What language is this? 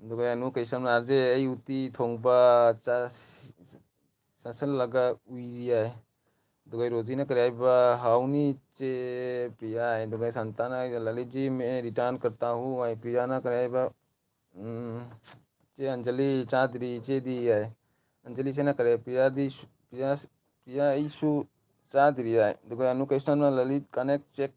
Manipuri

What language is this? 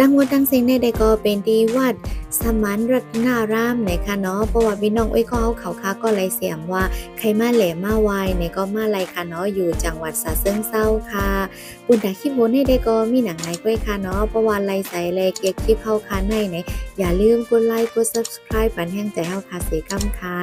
Shan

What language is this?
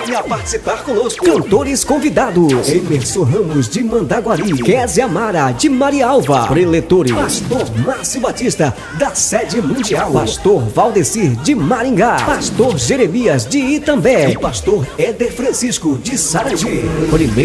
Portuguese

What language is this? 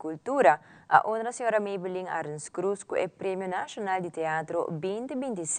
Papiamento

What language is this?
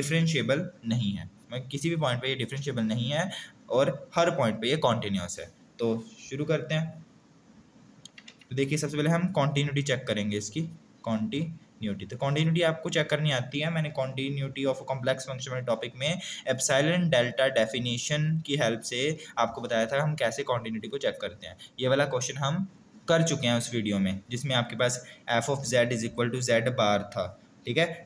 Hindi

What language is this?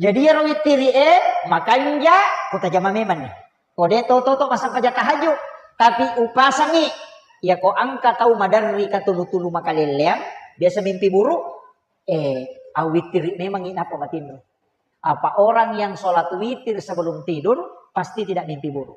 Buginese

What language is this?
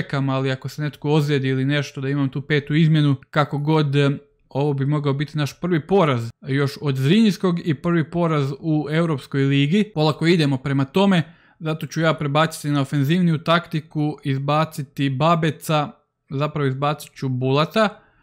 Croatian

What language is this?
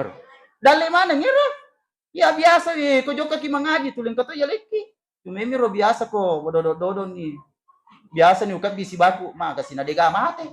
Buginese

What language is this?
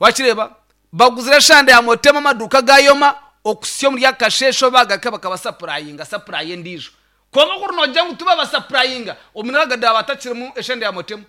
Nyankole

